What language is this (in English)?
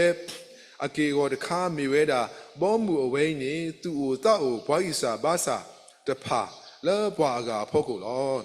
S'gaw Karen